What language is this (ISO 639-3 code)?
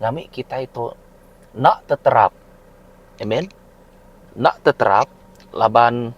iba